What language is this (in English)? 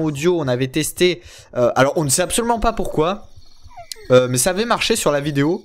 French